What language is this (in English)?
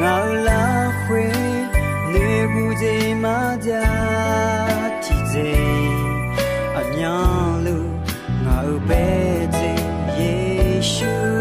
Akha